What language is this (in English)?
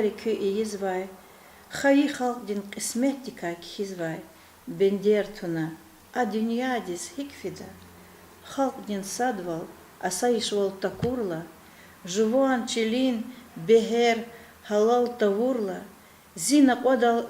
Lezghian